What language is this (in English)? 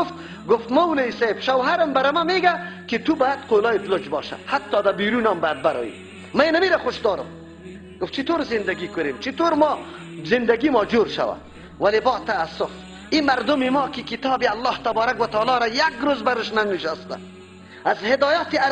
Persian